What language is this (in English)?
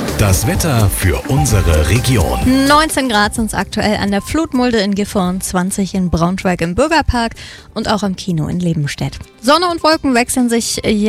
German